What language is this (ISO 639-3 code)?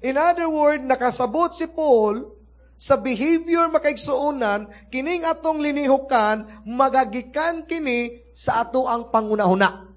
ceb